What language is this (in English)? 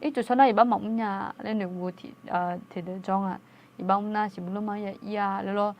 Akha